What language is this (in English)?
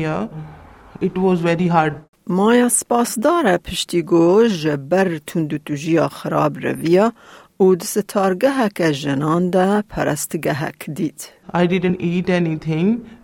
Kurdish